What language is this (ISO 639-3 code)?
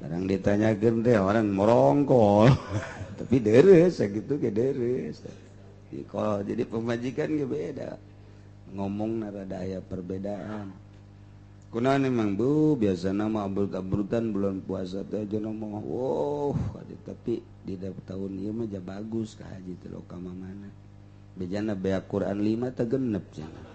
sun